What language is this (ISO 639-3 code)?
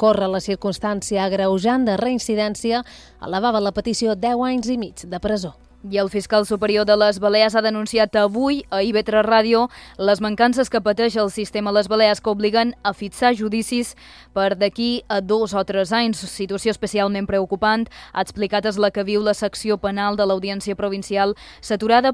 cat